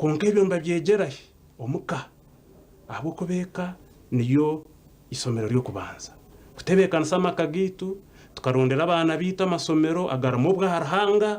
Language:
Nyankole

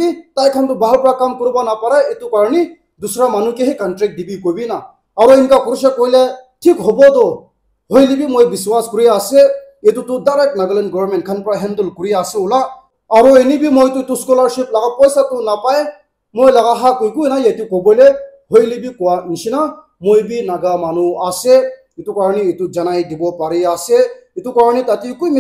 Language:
Naga Pidgin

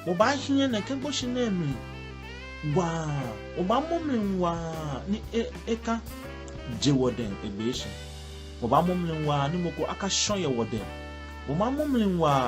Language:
Ga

